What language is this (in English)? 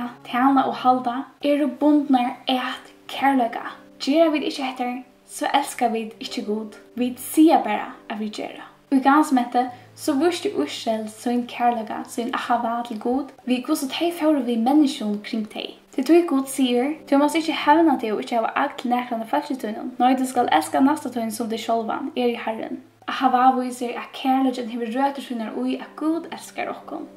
Faroese